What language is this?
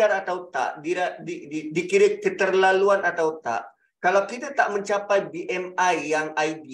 Malay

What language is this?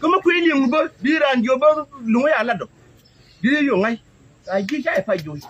Nuer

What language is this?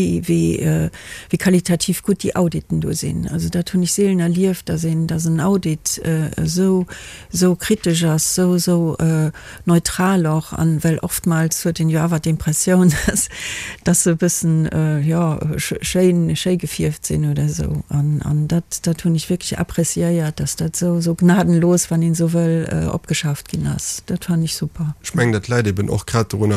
Luxembourgish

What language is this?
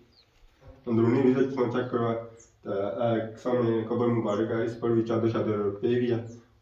Pahari-Potwari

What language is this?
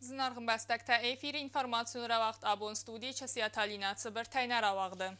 Ossetic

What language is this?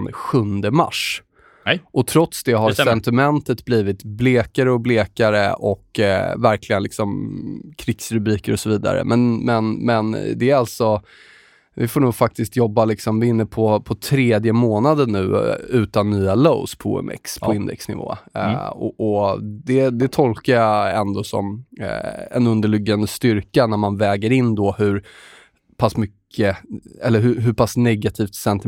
Swedish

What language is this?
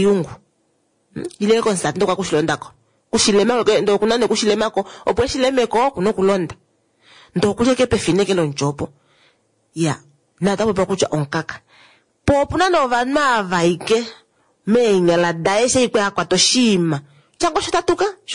Kuanyama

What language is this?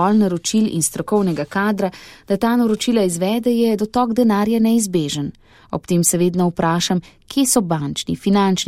Slovenian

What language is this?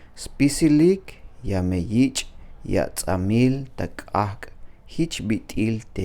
Tzeltal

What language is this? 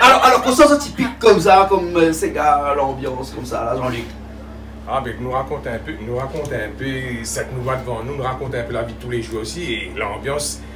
Réunion Creole French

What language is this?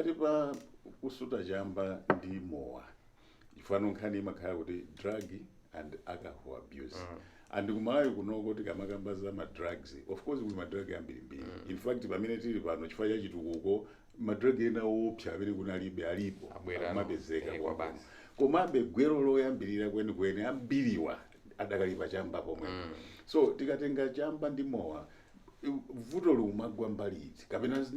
Nyanja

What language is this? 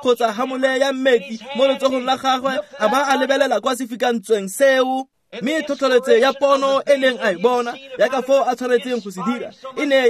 Tswana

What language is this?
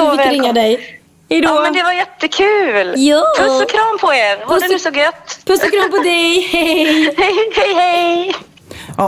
Swedish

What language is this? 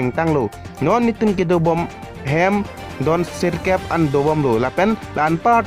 Karbi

